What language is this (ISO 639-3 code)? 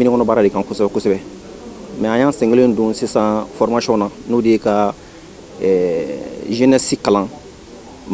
bam